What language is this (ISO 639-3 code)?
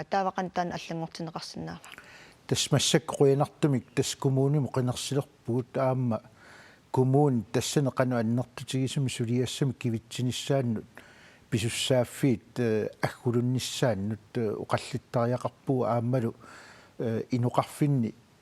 kal